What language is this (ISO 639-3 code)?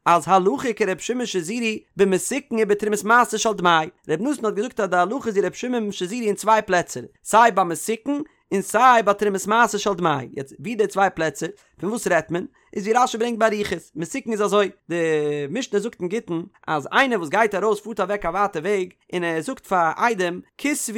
yid